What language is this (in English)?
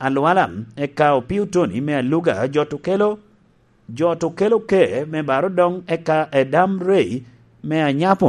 Lango (Uganda)